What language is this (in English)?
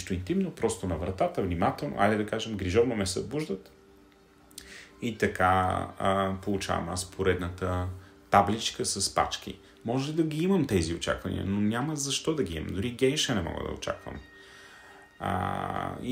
Bulgarian